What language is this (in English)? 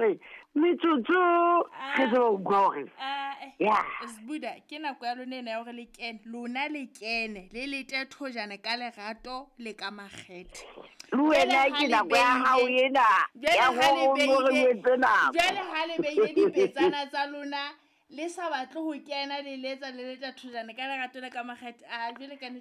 Southern Sotho